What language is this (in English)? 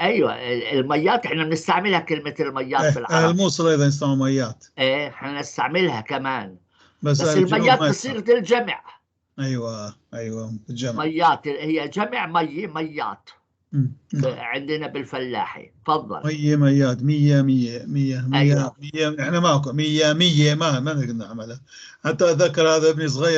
North Levantine Arabic